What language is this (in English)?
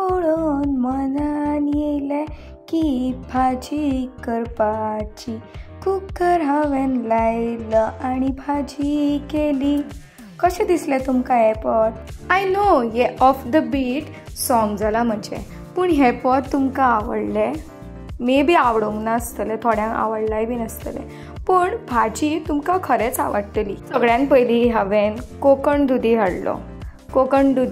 Konkani